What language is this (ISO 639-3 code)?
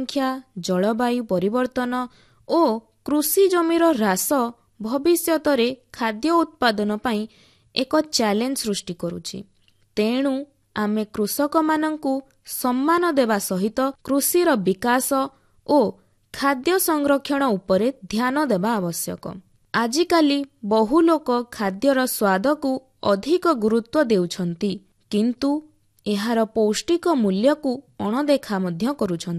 ori